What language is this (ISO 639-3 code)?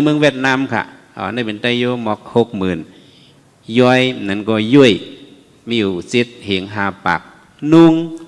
shn